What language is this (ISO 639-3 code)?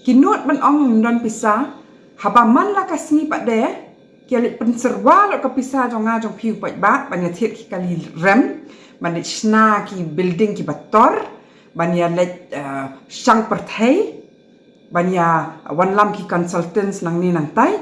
kha